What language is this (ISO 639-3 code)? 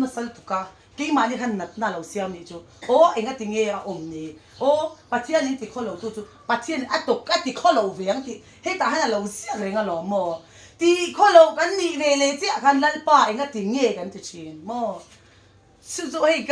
lus